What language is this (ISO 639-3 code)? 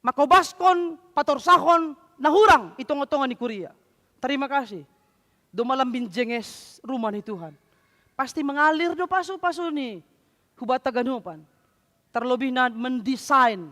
bts